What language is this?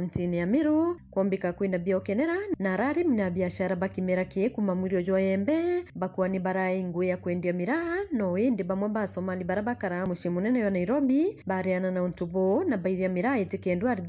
Meru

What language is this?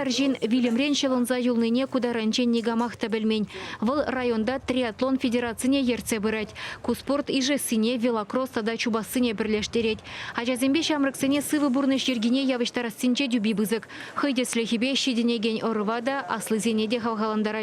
Chuvash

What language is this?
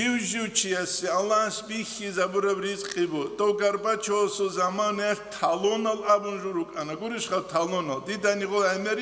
Avaric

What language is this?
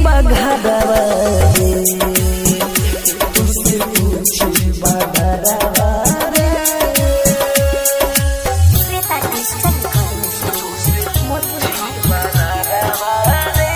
Bhojpuri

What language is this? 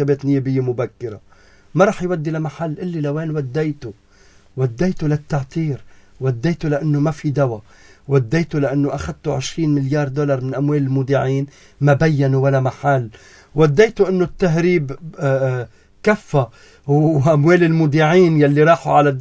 North Levantine Arabic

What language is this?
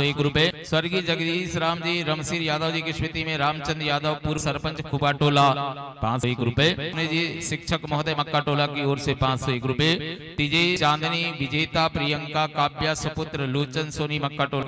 Chhattisgarhi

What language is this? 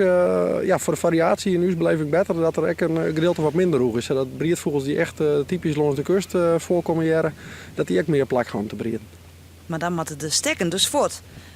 Western Frisian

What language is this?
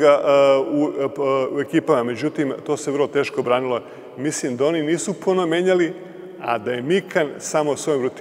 Serbian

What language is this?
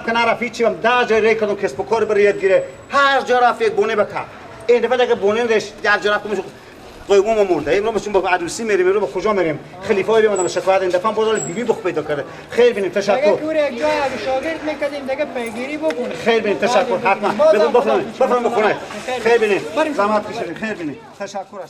Persian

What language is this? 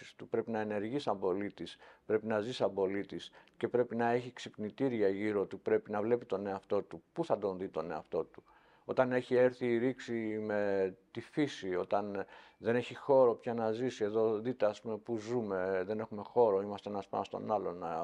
Greek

